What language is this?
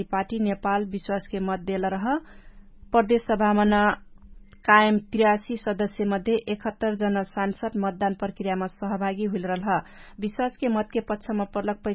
Dangaura Tharu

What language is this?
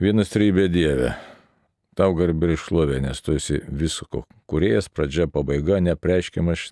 Lithuanian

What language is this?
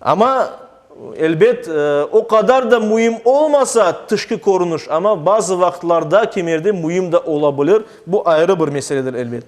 Crimean Tatar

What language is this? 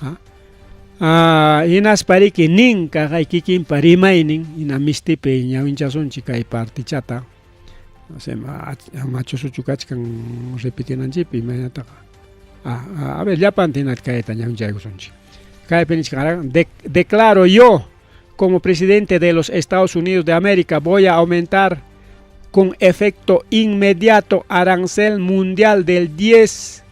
Ayacucho Quechua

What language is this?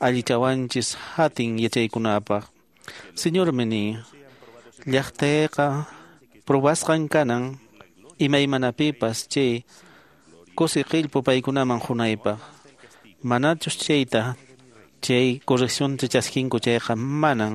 Quechua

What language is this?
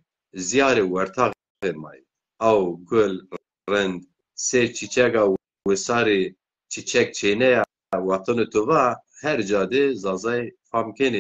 Zaza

